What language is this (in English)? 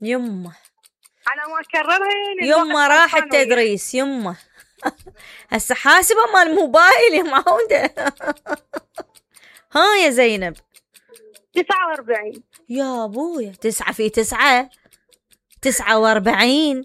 Mesopotamian Arabic